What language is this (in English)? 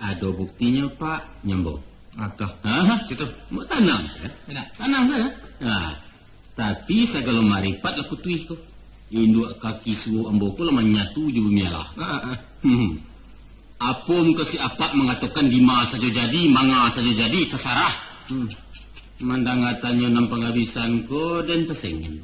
Minangkabau